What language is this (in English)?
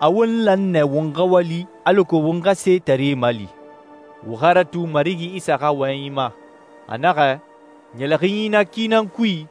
Susu